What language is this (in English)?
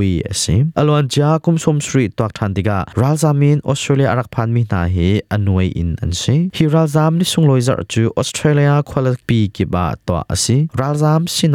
Hakha Chin